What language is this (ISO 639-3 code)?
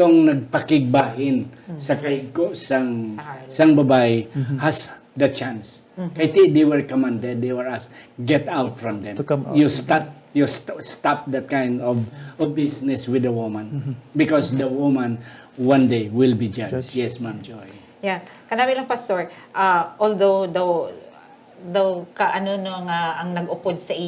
hil